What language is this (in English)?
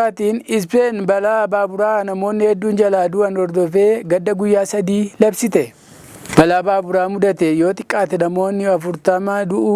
Oromo